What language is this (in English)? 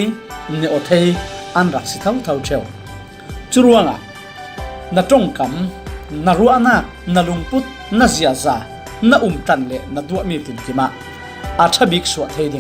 Falam Chin